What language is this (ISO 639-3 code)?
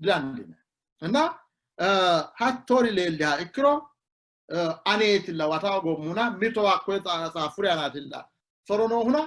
sid